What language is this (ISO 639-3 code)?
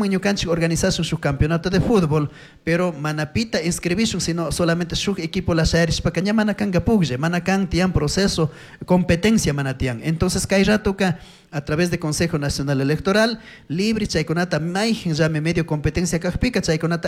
qug